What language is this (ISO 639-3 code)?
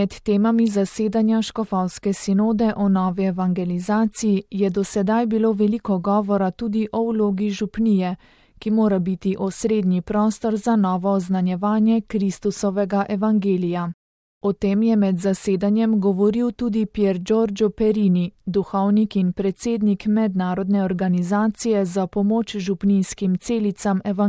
slv